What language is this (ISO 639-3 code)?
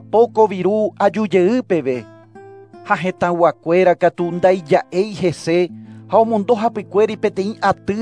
grn